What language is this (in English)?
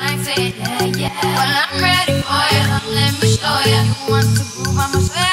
English